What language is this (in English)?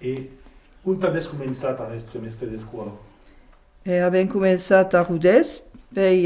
Occitan